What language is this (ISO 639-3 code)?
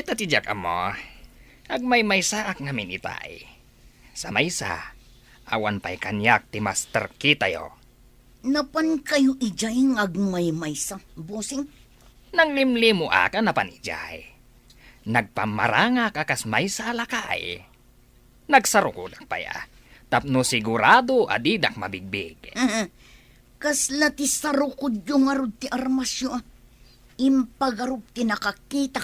ilo